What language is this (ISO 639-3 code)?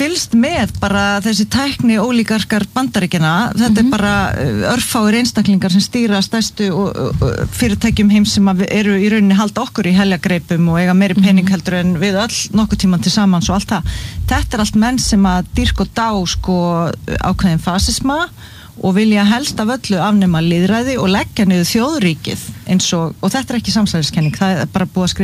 isl